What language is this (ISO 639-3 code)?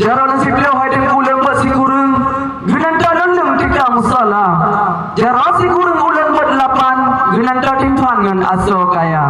ace